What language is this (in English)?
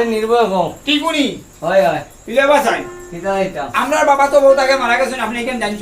Sylheti